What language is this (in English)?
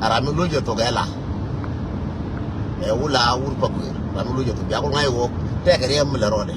Nuer